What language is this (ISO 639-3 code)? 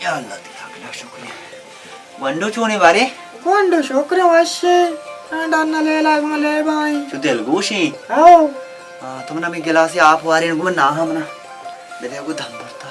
bal